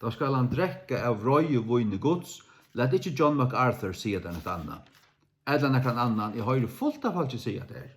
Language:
Faroese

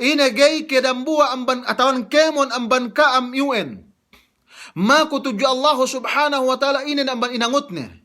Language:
Yakan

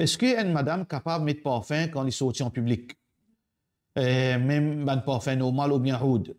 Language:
Morisyen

